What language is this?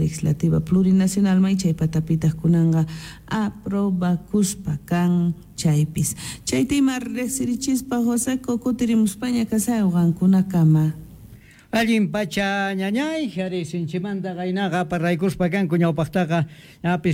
South Bolivian Quechua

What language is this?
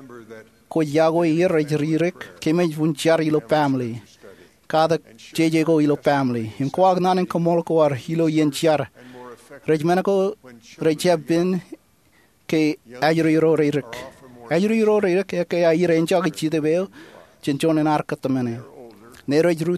Marshallese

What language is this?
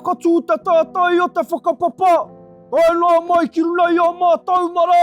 Māori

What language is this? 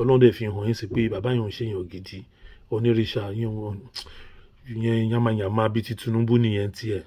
Yoruba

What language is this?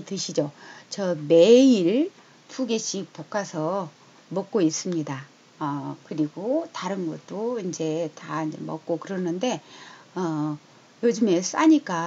Korean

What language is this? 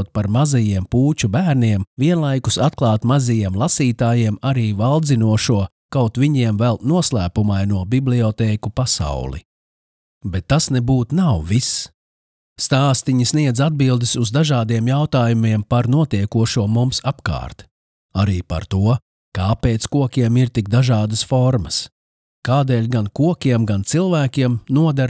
Latvian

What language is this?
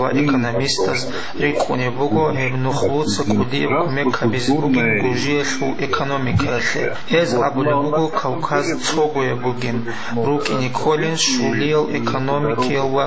Avaric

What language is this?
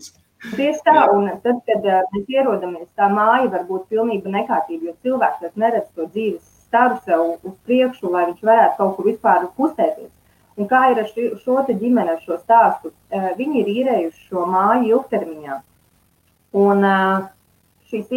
Latvian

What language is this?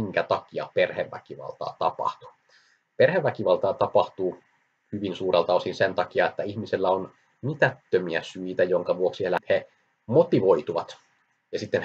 Finnish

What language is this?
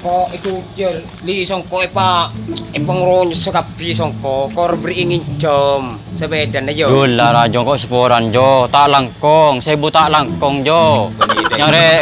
Madurese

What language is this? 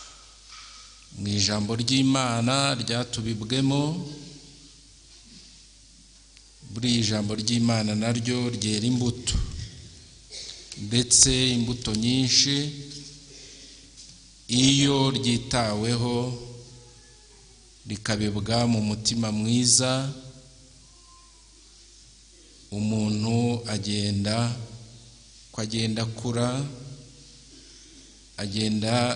Kinyarwanda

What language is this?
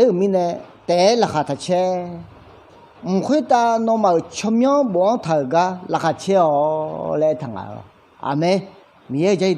Akha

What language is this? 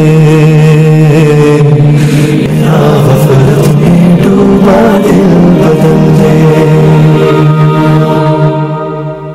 Hindi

